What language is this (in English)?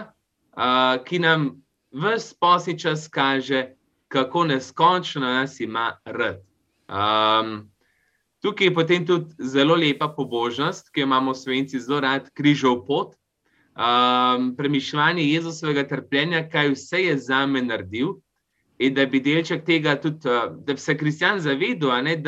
Slovenian